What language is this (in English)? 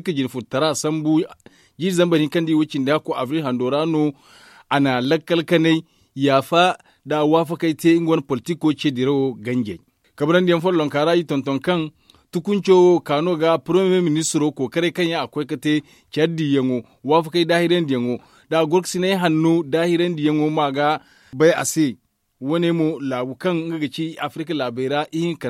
Zarma